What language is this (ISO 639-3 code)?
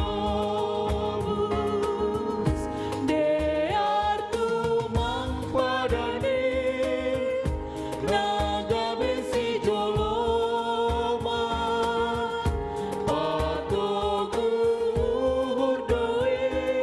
bts